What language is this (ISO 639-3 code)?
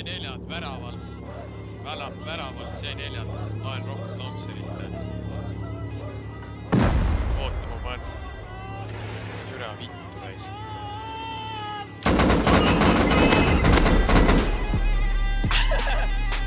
est